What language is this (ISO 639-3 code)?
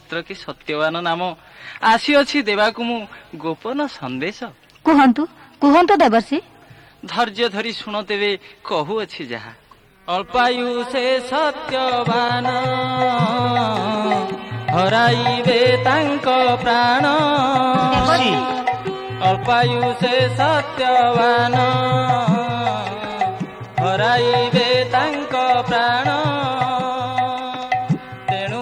ori